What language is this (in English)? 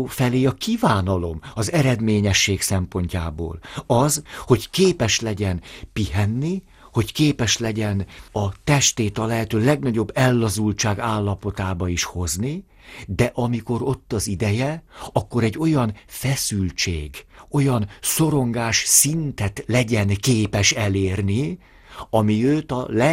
Hungarian